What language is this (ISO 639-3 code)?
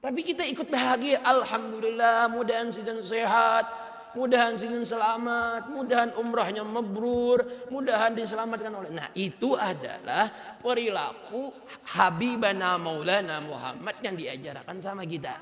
bjn